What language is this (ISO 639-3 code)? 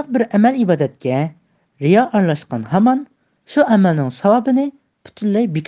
uig